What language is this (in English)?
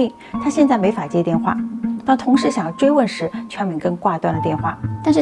Chinese